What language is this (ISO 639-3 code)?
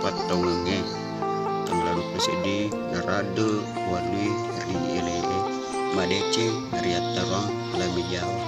bug